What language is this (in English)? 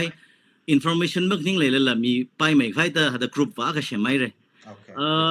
Tangkhul Naga (India)